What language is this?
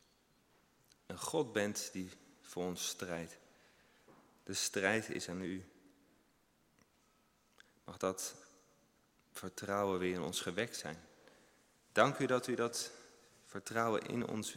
Dutch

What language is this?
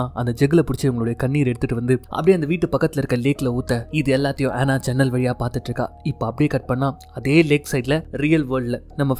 Tamil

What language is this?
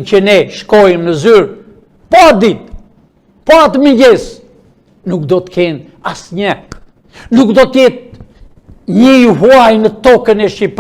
Albanian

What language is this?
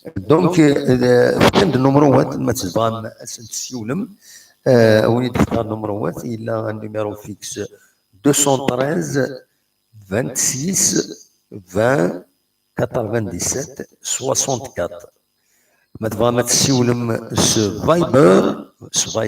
Kabyle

